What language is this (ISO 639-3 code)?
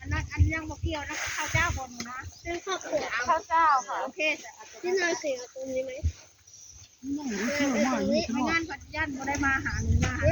tts